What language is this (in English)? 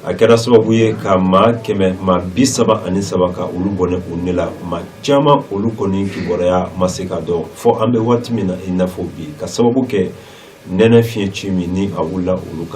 Bambara